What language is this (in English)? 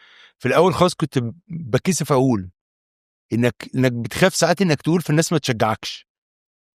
Egyptian Arabic